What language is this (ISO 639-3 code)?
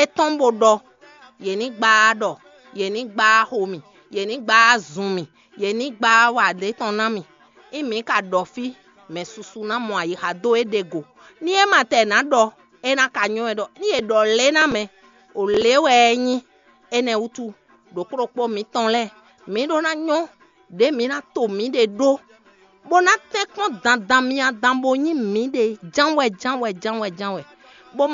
fon